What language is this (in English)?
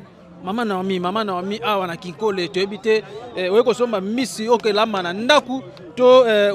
Lingala